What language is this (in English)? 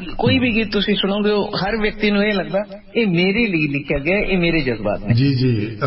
Punjabi